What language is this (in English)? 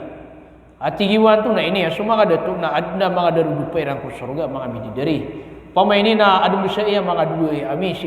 Maranao